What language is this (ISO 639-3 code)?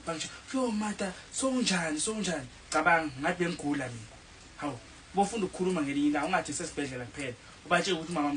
zul